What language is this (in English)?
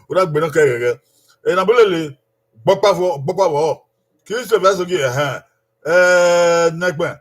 Bini